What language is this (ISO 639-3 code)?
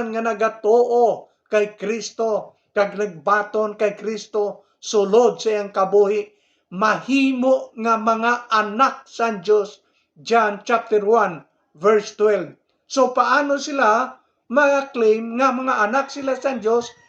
hil